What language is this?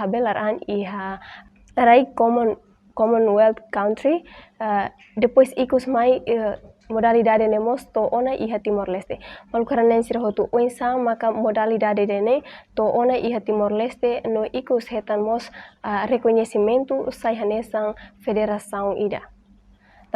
Tetum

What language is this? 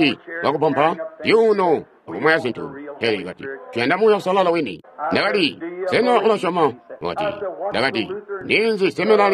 Tonga (Zambia)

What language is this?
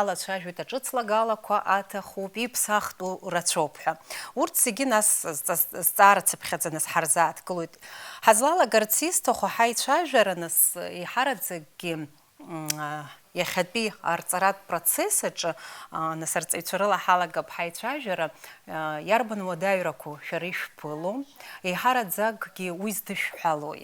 Abkhazian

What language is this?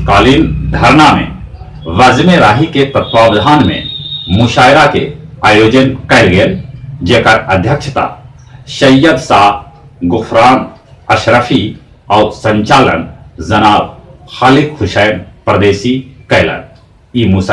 Magahi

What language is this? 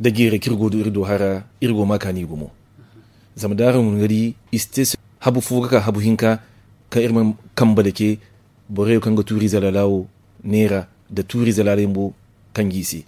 Zarma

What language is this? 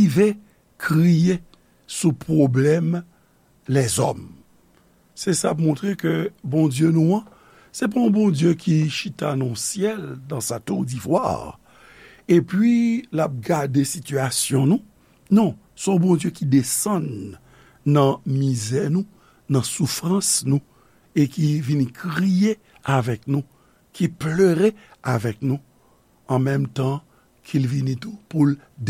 Haitian Creole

